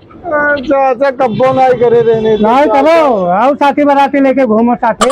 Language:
Awadhi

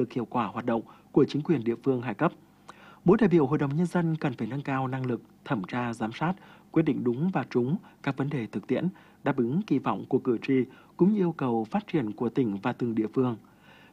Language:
Vietnamese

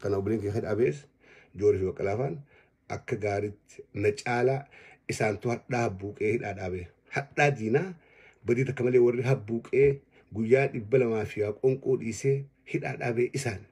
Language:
Oromo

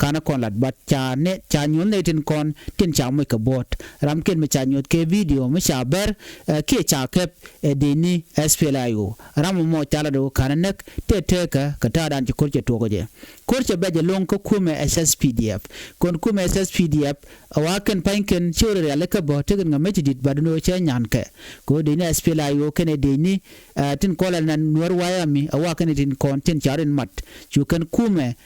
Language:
Nuer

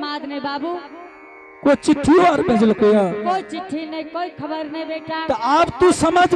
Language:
Angika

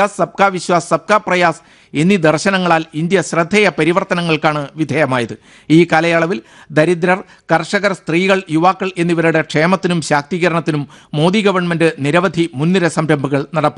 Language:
Malayalam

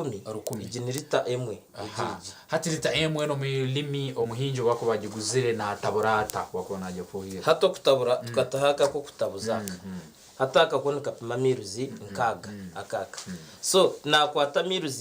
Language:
Nyankole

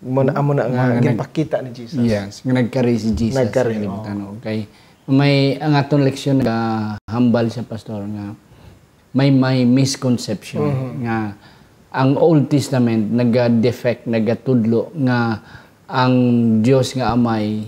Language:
Hiligaynon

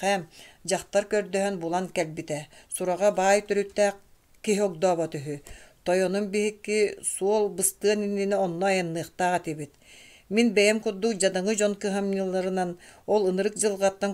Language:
Yakut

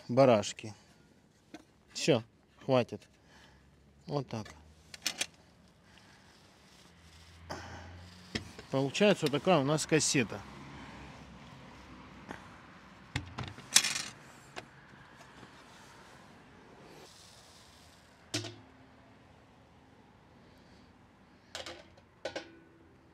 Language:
Russian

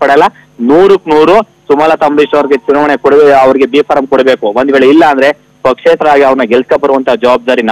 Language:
Kannada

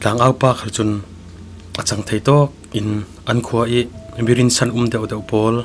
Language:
Falam Chin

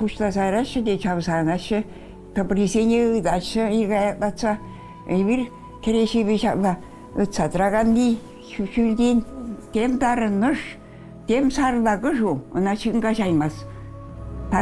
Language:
Chuvash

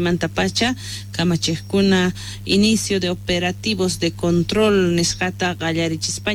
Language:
South Bolivian Quechua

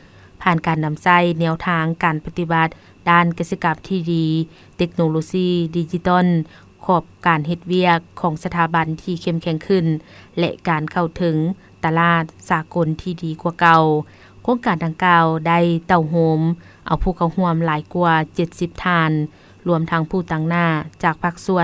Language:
Lao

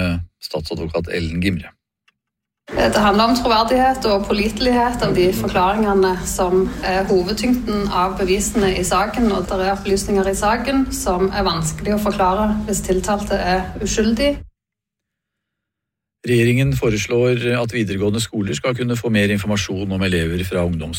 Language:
Norwegian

